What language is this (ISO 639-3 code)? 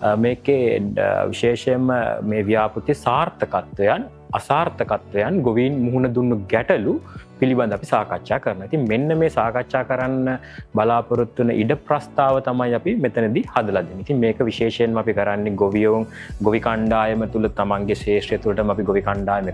sin